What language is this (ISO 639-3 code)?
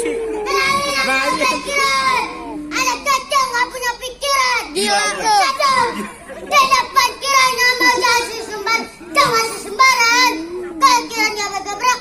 bew